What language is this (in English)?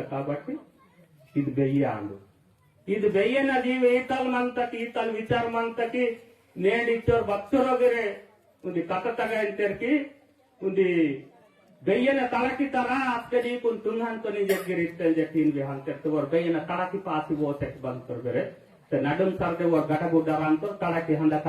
Gondi